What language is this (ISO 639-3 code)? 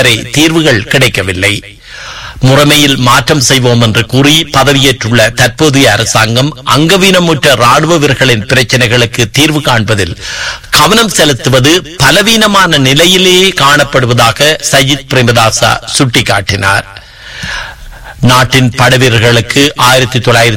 tam